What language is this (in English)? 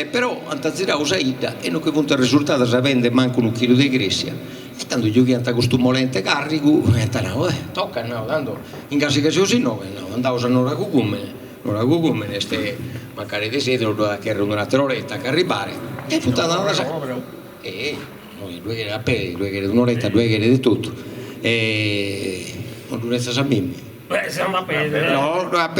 Sardinian